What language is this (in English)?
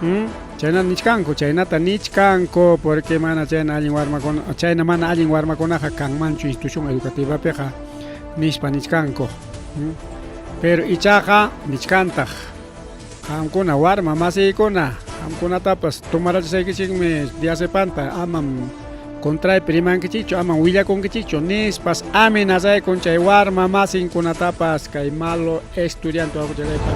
Ayacucho Quechua